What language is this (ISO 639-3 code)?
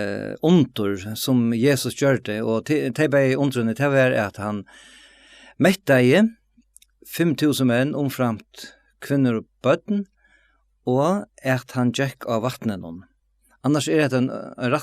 fao